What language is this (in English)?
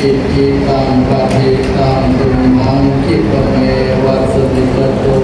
Pali